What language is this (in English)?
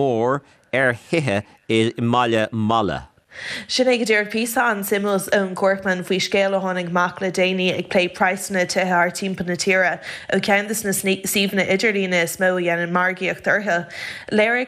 Irish